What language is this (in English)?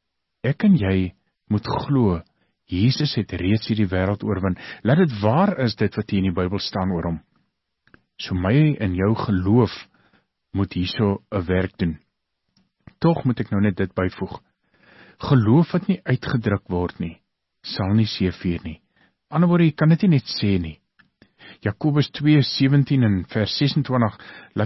Afrikaans